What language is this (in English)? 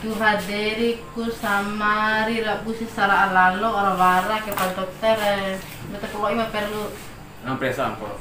Bima